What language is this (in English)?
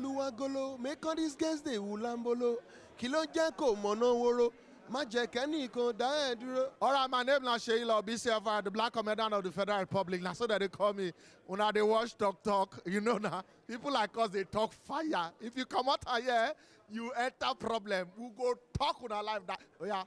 Nigerian Pidgin